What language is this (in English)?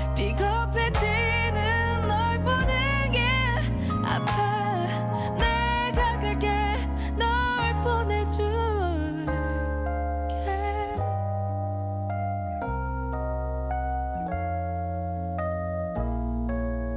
Korean